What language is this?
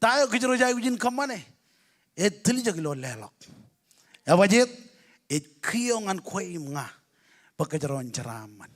Marshallese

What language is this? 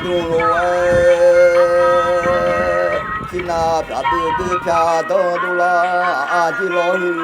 Akha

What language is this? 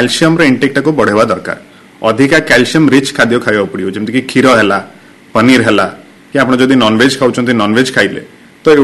Odia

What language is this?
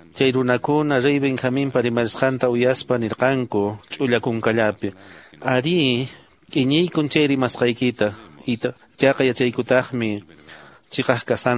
Quechua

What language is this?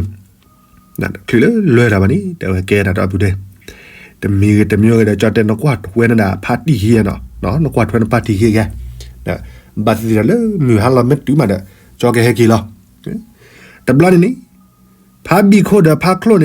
S'gaw Karen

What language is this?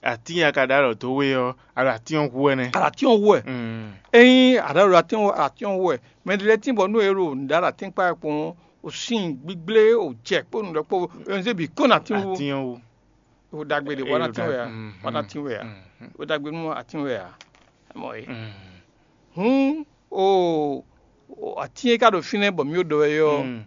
Fon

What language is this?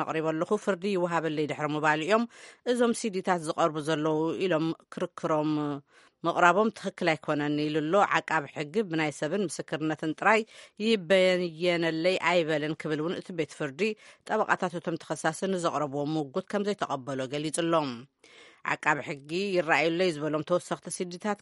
Tigrinya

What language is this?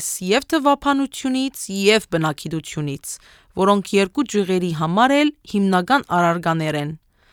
Armenian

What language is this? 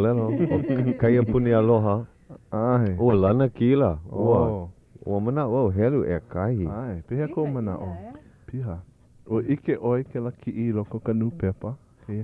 Hawaiian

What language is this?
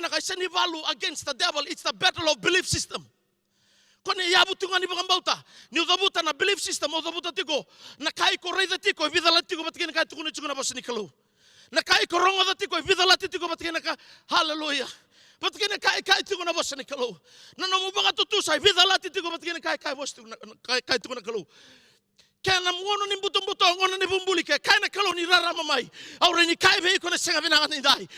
Fijian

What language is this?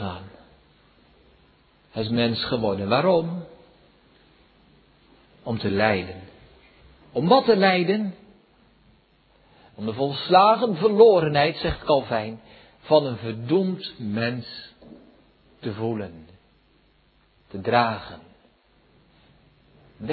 Dutch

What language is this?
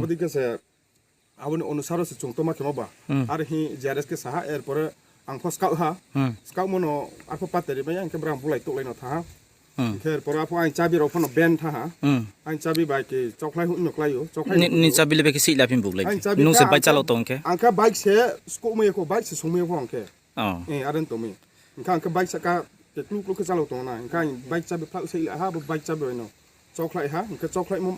Riang (India)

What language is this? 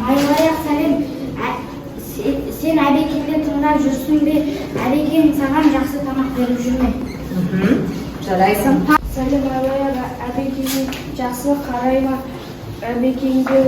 Kazakh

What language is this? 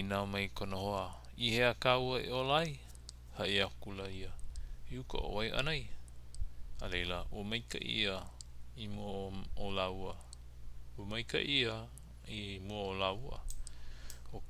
Hawaiian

